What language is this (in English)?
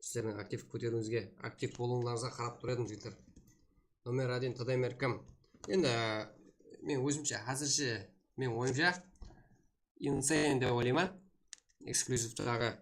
Kara-Kalpak